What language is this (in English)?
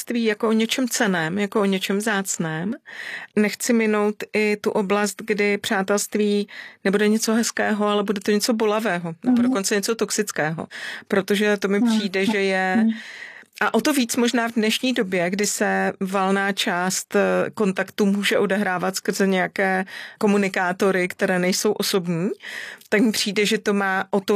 Czech